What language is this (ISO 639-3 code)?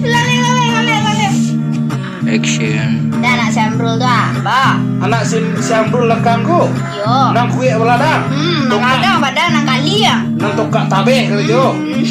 min